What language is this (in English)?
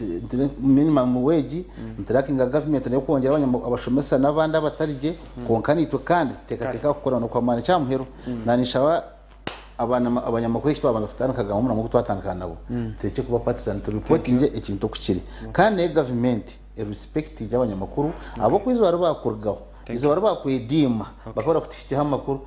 Nyankole